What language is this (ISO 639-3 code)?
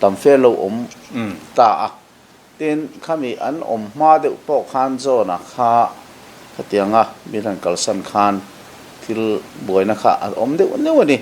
lus